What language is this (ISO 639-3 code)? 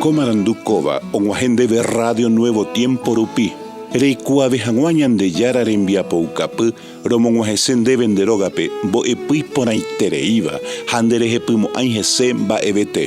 grn